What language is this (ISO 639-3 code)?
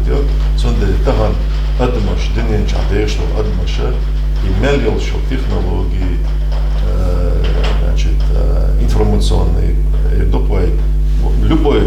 che